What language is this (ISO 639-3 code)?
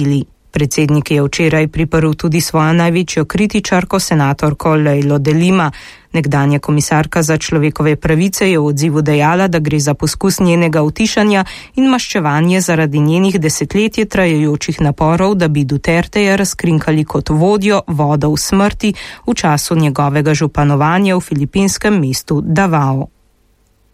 slv